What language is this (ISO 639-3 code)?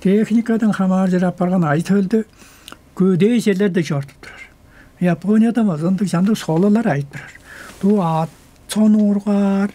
tyv